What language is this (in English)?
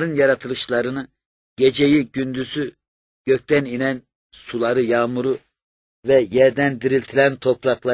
Turkish